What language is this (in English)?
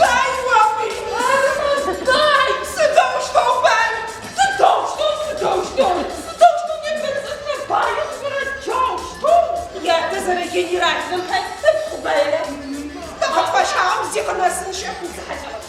Adyghe